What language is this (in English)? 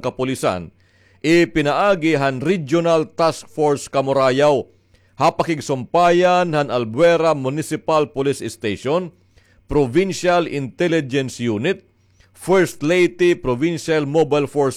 Waray